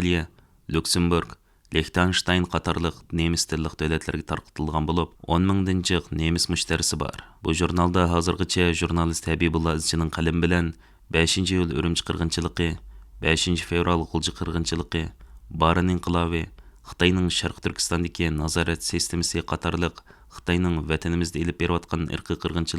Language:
Uyghur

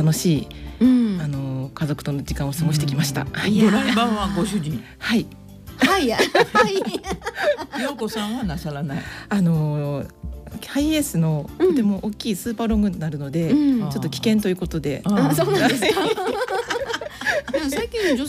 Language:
Japanese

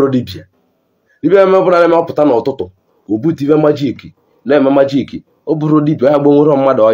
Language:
Igbo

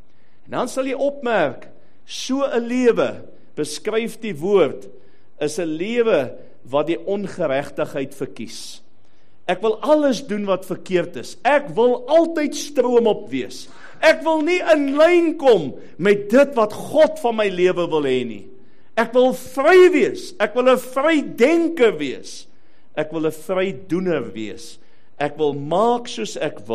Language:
Afrikaans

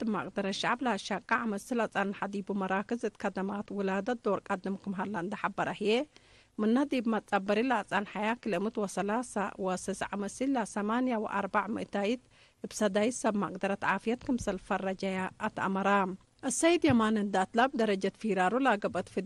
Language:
Tigre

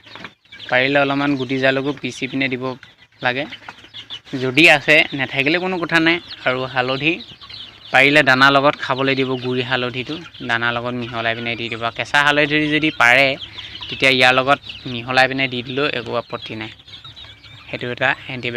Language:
Assamese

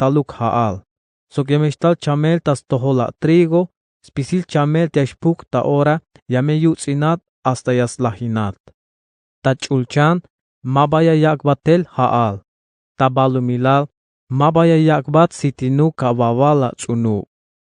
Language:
Tzeltal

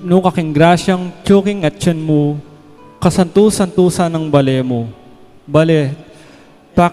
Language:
Pampanga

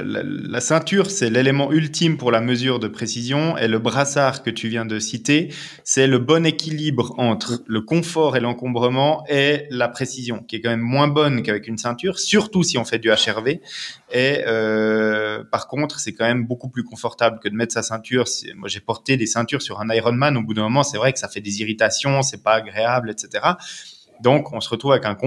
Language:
French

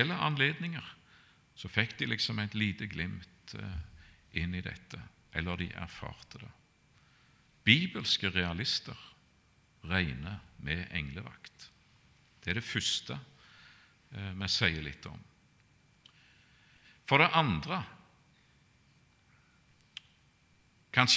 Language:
Norwegian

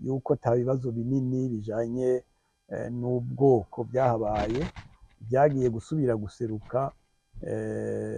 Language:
Rundi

